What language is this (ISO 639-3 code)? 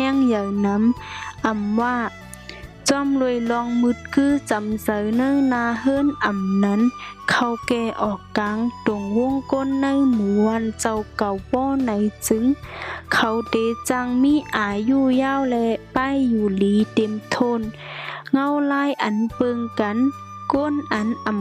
shn